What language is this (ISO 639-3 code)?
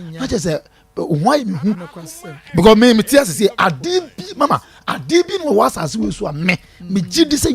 aka